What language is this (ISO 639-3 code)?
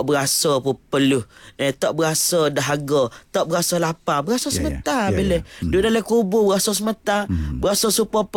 msa